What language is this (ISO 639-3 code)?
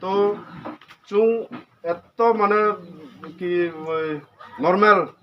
ria